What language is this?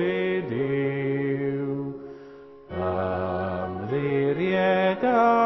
Welsh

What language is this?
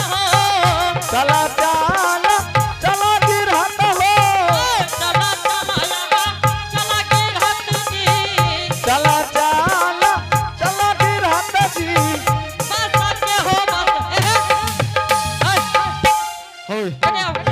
Angika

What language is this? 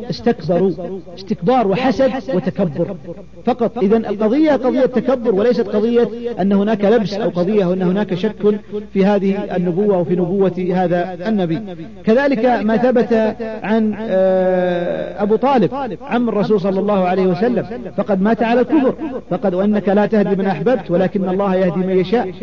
Arabic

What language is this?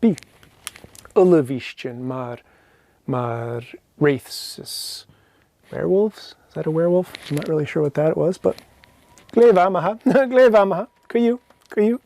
Scottish Gaelic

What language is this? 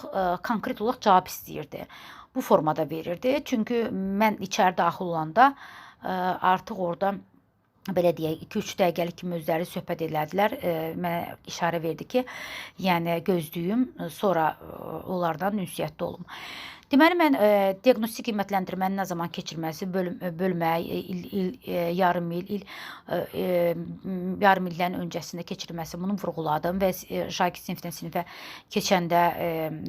Azerbaijani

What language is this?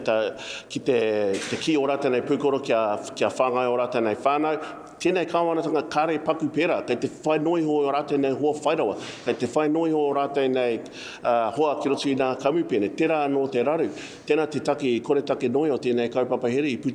Māori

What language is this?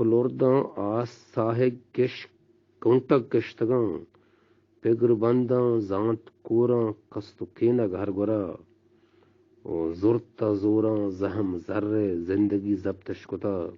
Eastern Balochi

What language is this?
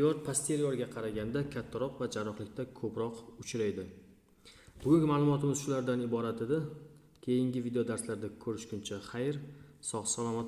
Uzbek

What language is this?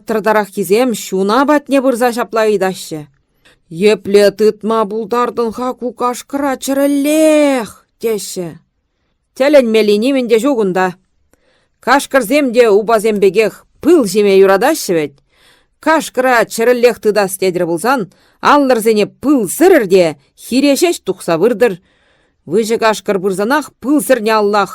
Chuvash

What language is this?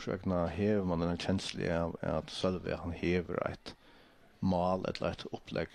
Faroese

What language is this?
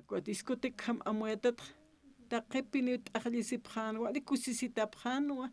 Aymara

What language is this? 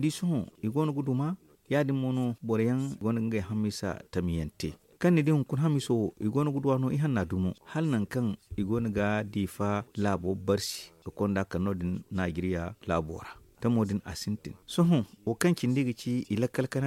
Zarma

